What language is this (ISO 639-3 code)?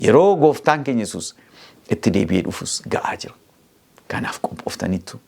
orm